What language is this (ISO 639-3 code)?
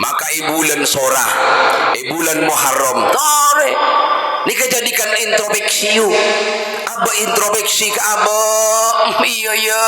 mad